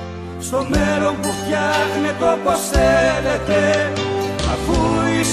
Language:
Greek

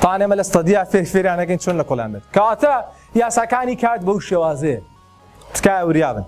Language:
Central Kurdish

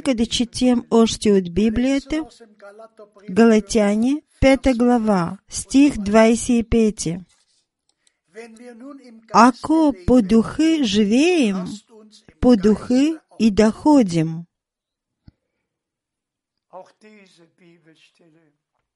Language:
Bulgarian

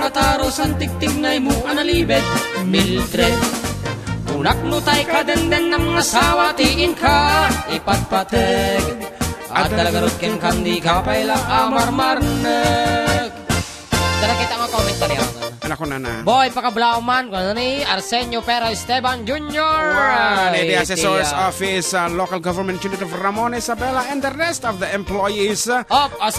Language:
Iloko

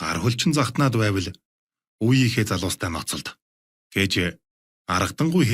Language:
Mongolian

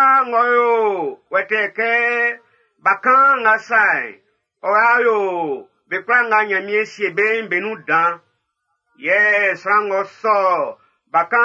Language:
Baoulé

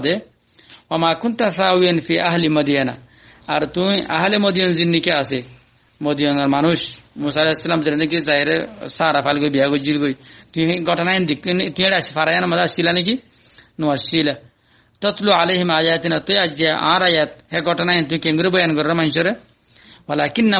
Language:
Rohingya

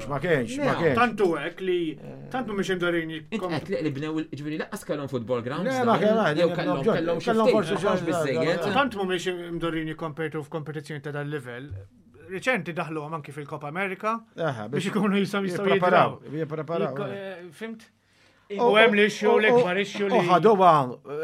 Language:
Maltese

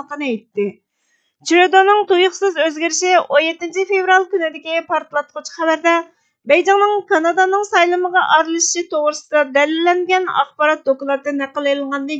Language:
Uyghur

